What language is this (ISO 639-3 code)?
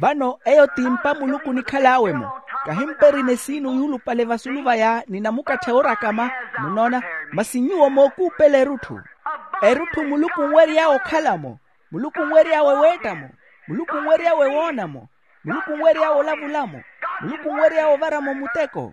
vmw